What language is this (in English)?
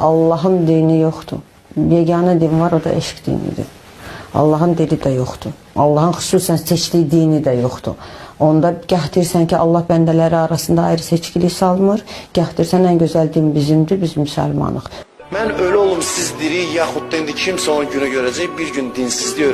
Azerbaijani